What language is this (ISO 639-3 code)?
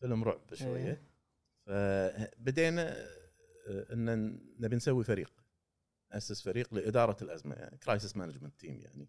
afb